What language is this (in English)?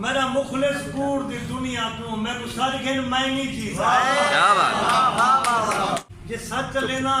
Saraiki